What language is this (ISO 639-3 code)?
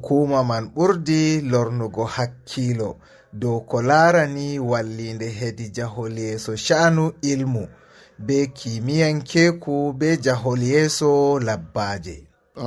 ful